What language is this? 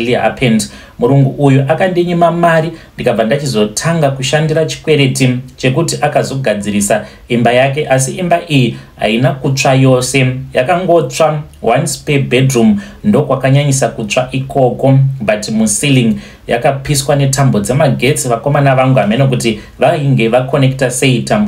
Shona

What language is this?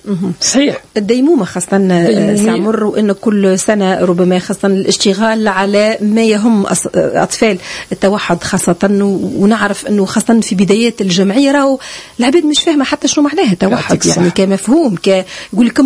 Tunisian Arabic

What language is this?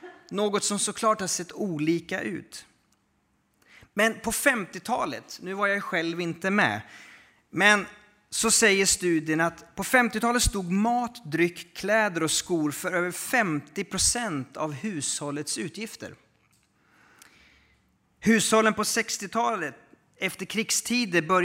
Swedish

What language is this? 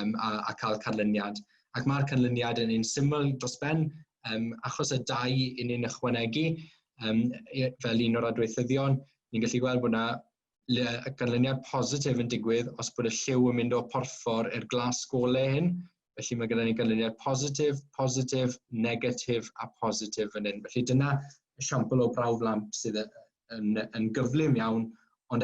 Welsh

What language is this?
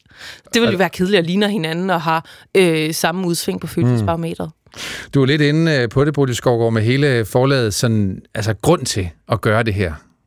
Danish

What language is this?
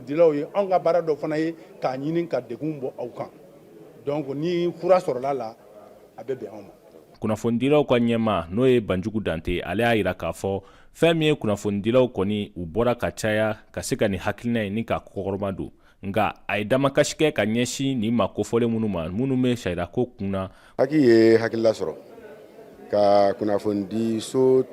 Bambara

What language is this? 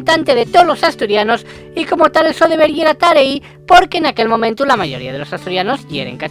Asturian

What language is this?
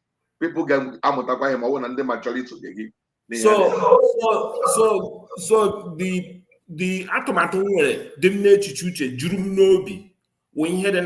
Igbo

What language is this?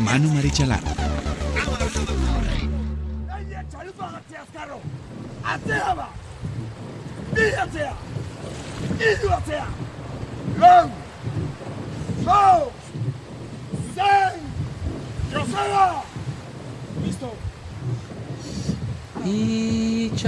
Basque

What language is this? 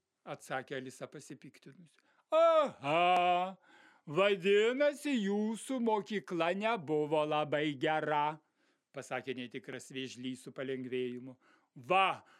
Lithuanian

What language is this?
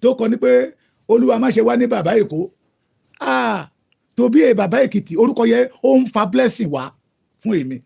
Yoruba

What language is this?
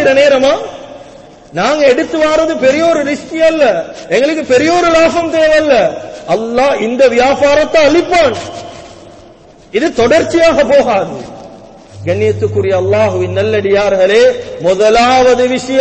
Tamil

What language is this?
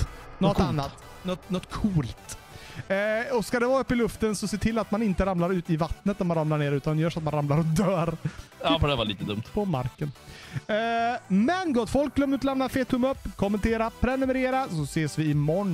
Swedish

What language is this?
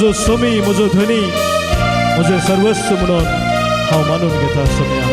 Konkani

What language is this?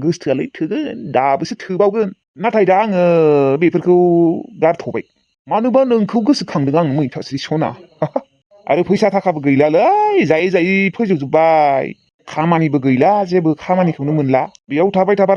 Bodo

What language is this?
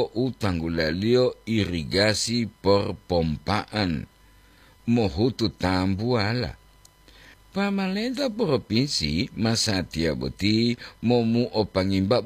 Gorontalo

